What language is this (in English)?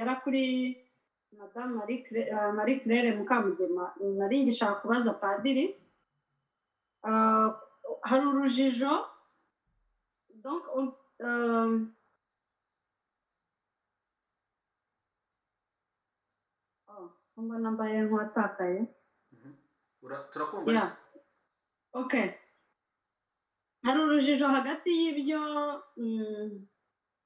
Kinyarwanda